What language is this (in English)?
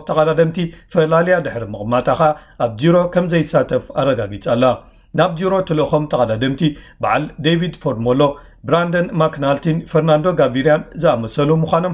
Tigrinya